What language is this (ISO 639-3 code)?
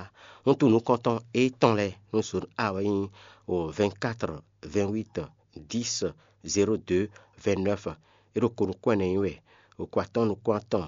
fon